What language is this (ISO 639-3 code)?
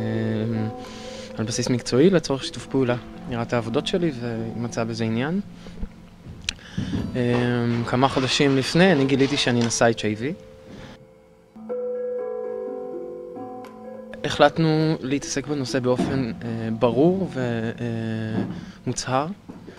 heb